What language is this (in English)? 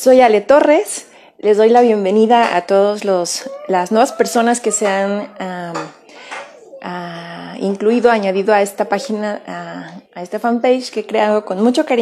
Spanish